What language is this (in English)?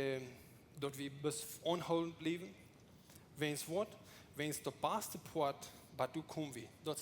Plautdietsch